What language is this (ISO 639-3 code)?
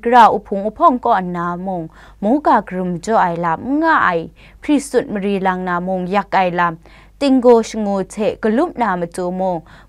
kac